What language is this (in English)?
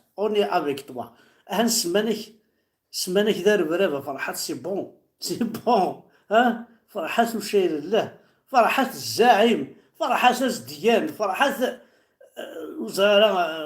Kabyle